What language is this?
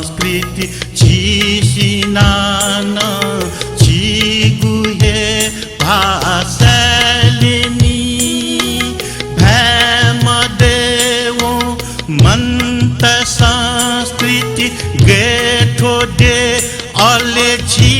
Newari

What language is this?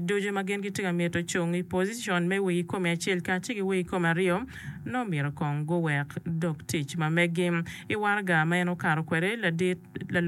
Acoli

